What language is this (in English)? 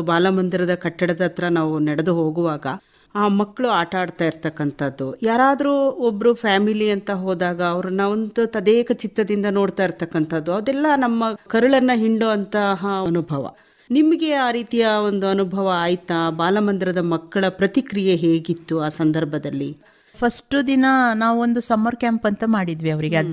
Kannada